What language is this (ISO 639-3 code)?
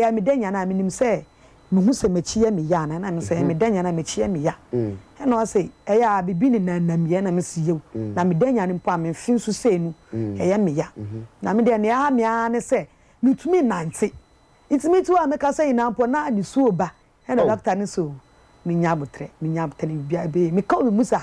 aka